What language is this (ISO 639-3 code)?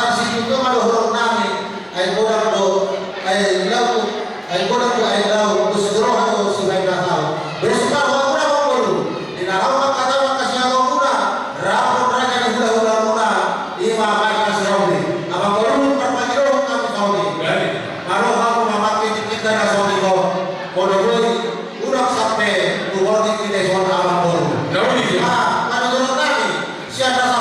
bbc